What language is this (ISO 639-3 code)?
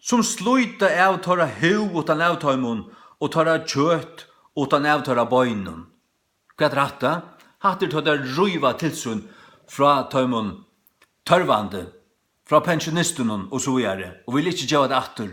fao